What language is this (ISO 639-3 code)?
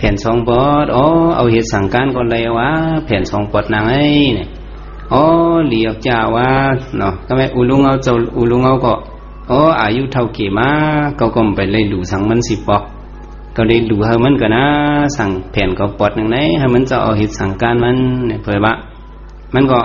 shn